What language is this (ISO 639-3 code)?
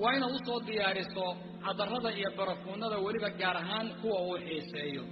som